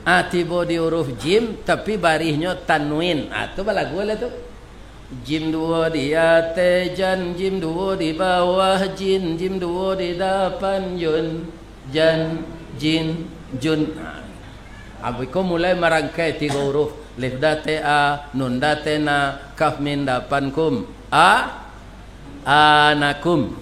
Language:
Minangkabau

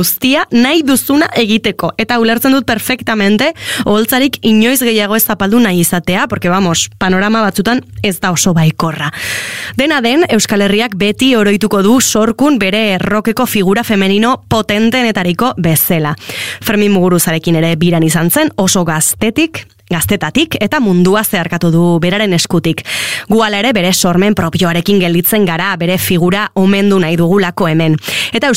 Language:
Basque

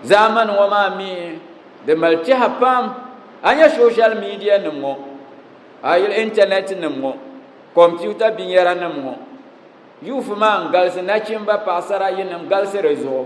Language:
Dagbani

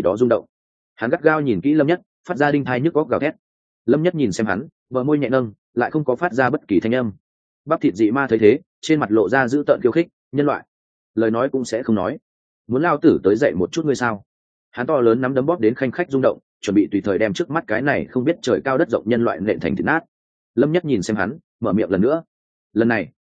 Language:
Vietnamese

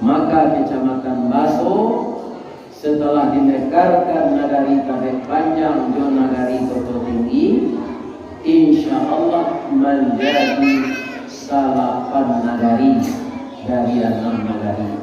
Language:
Minangkabau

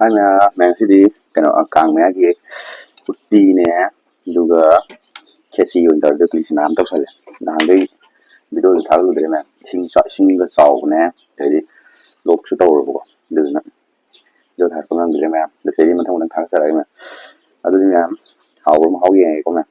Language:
Manipuri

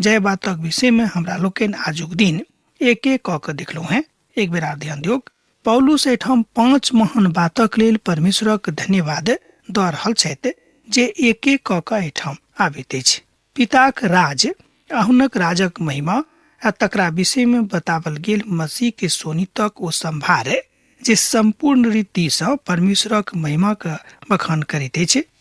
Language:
Maithili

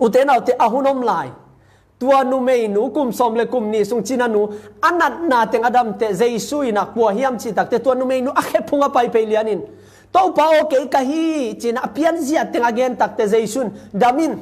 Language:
Tedim Chin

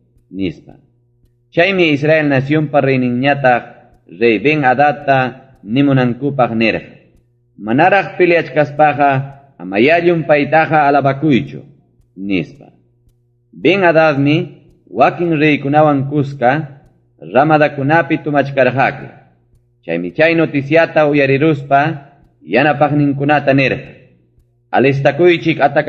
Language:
Ayacucho Quechua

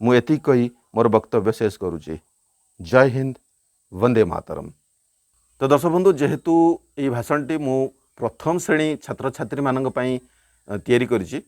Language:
Odia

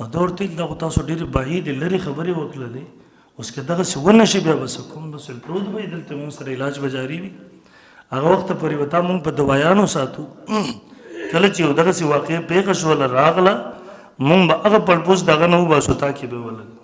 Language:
Pashto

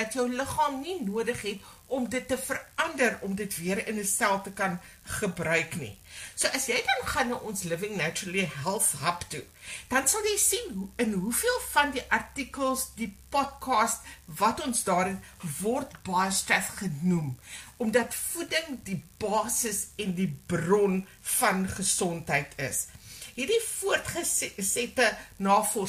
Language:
Afrikaans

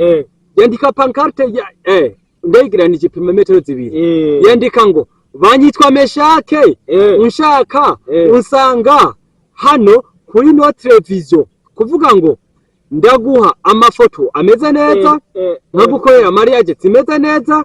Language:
Rundi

